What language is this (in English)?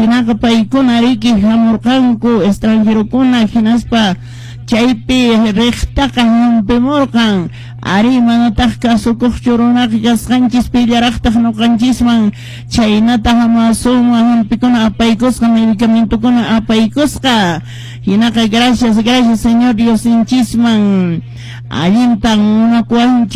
Quechua